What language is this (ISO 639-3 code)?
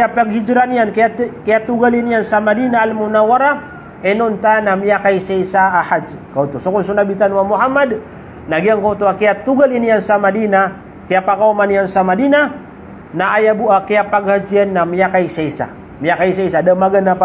mrw